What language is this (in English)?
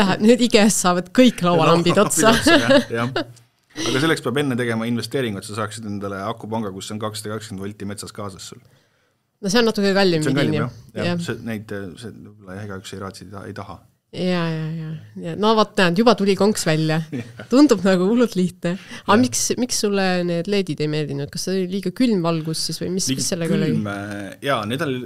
Estonian